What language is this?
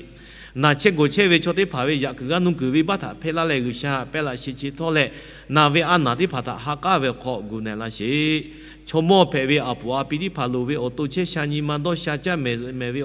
Lahu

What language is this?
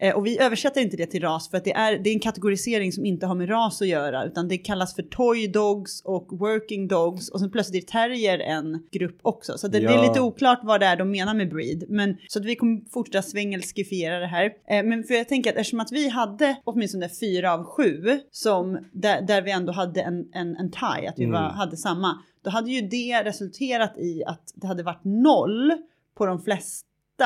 Swedish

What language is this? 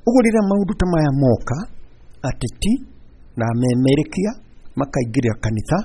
Kikuyu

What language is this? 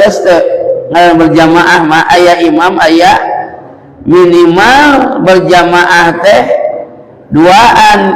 Sundanese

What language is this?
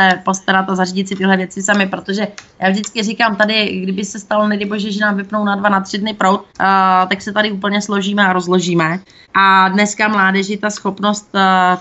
Czech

